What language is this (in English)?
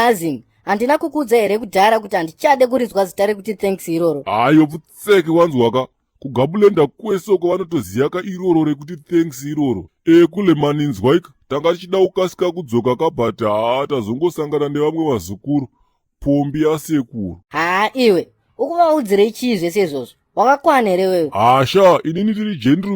Shona